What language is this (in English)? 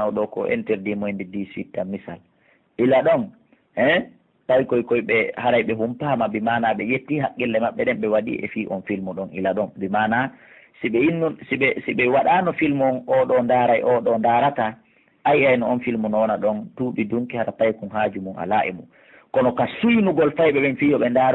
Pular